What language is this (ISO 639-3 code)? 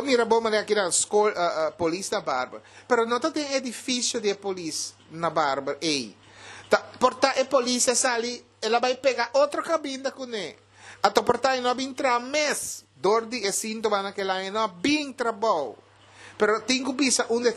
pap